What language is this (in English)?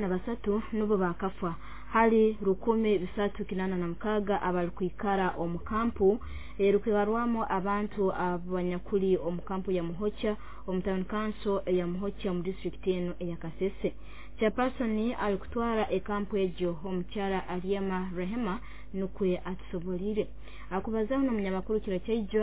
Nyoro